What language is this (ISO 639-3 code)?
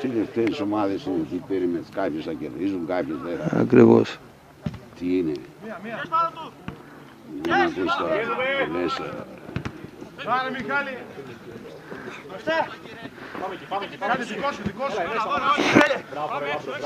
ell